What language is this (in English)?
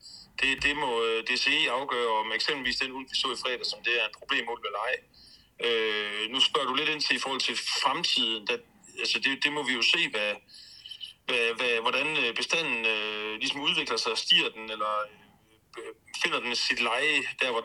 Danish